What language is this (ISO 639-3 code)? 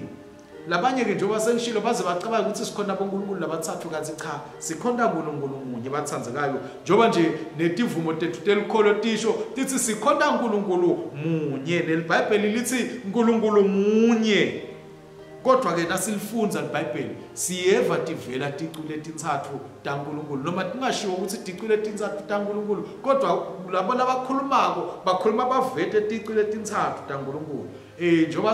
ssw